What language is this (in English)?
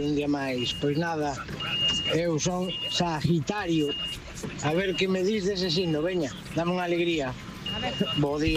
Galician